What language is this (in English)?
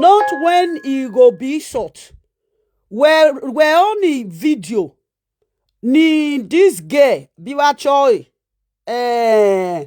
Nigerian Pidgin